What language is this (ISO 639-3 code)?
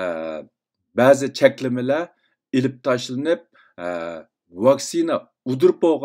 uig